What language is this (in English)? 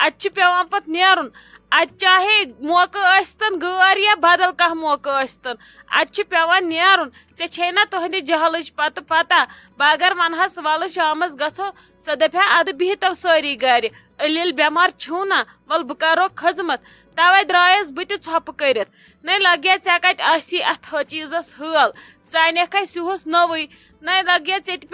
Kashmiri